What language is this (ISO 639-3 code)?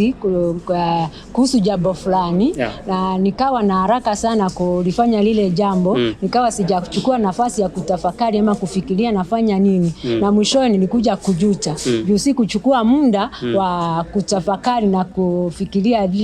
swa